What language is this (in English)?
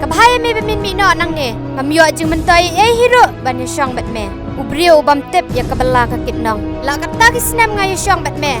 Khasi